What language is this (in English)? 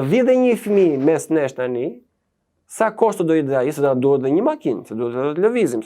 Albanian